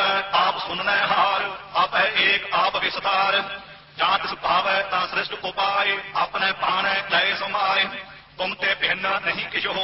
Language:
Punjabi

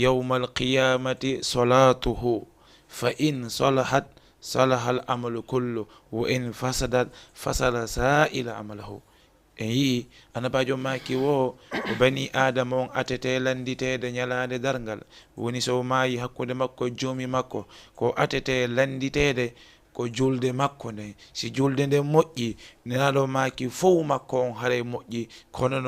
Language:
Fula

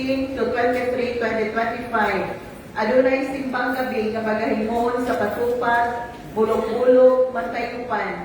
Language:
Cebuano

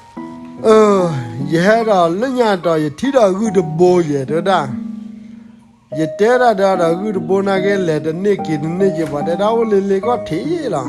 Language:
S'gaw Karen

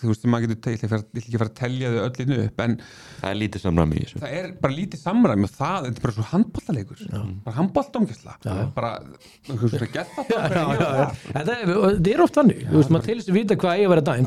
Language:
Icelandic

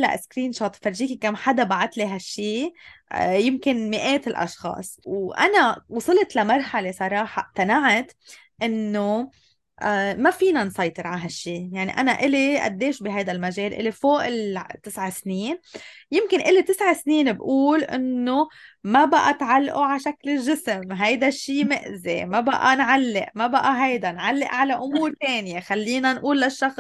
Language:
North Levantine Arabic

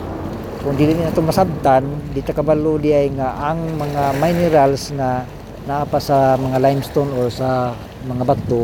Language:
Cebuano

